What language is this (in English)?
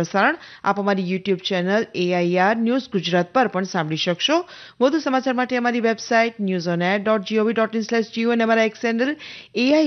Gujarati